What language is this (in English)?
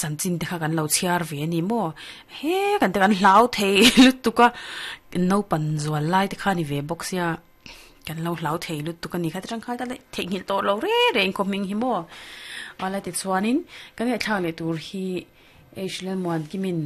Mizo